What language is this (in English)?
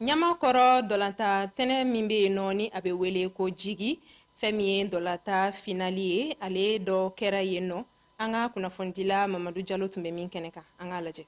Bambara